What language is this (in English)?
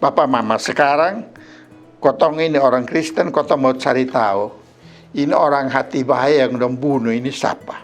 Kupang Malay